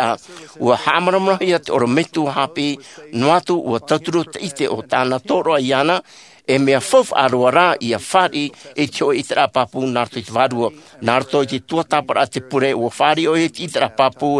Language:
Tahitian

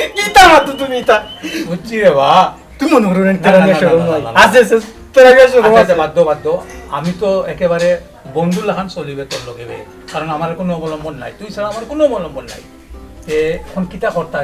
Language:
Sylheti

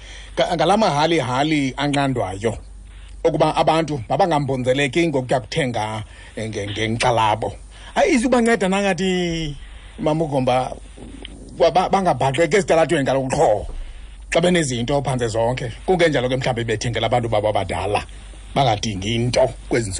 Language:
Xhosa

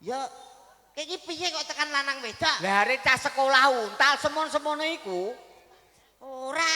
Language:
Javanese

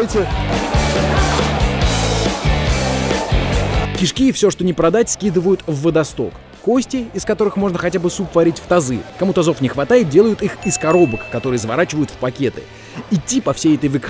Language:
Russian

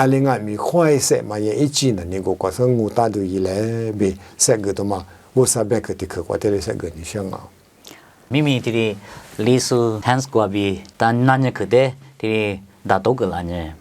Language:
Lisu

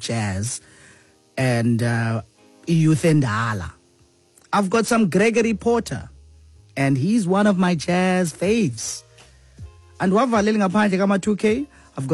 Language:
Xhosa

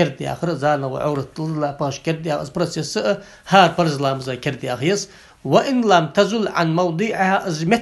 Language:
Ingush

